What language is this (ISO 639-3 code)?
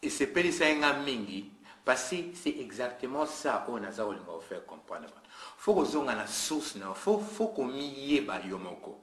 lin